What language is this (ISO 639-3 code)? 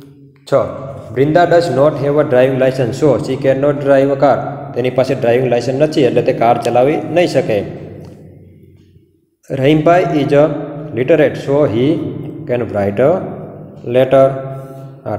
guj